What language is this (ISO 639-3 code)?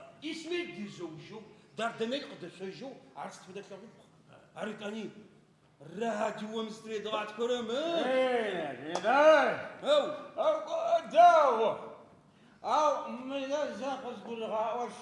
ady